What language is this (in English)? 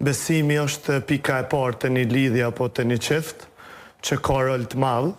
Albanian